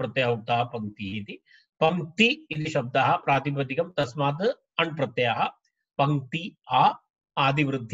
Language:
Sanskrit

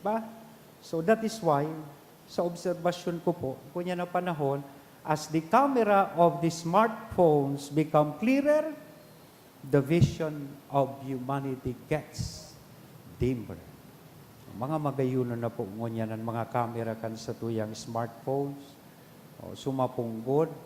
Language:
Bikol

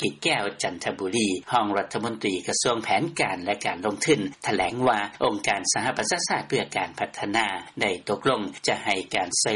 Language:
Lao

